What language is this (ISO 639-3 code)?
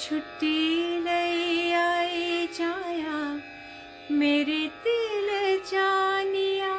doi